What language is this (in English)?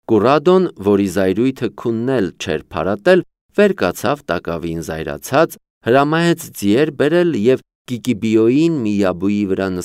Armenian